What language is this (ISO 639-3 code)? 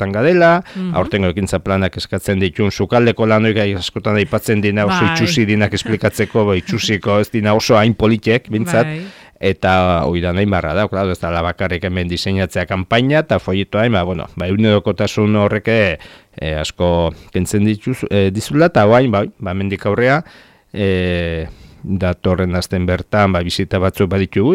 eus